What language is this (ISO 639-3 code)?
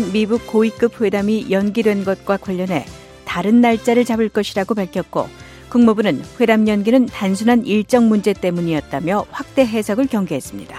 kor